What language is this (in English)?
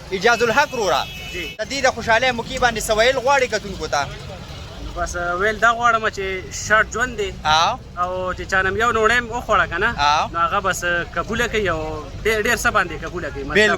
Pashto